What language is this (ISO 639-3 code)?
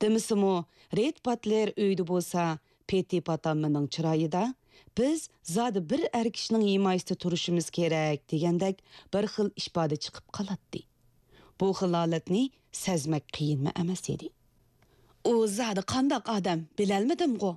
uig